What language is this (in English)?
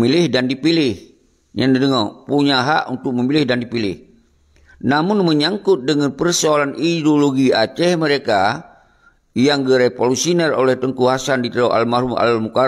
Achinese